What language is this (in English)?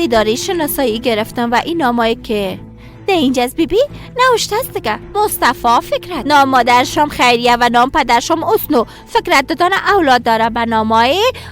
Persian